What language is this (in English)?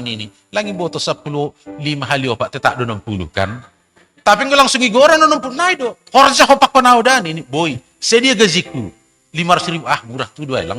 Batak Simalungun